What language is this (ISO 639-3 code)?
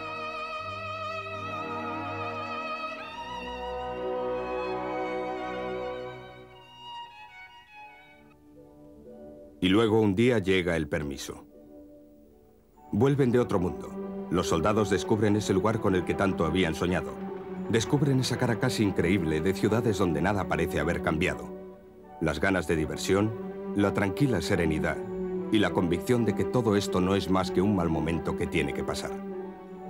spa